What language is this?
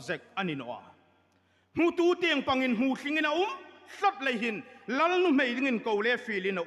Hmar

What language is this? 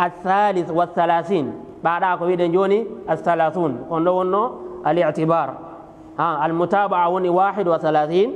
Fula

